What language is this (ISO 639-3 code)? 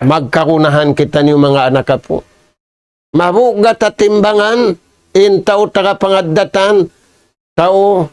tsg